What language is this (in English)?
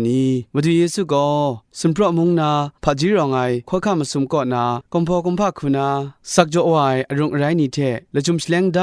Kachin